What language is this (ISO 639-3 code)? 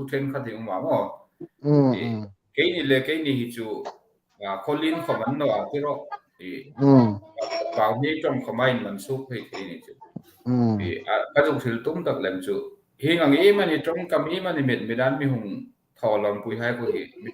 hmr